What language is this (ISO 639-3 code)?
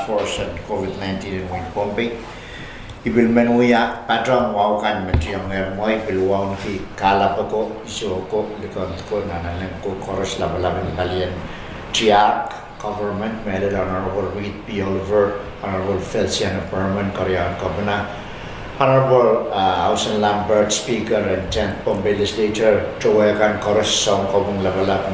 pon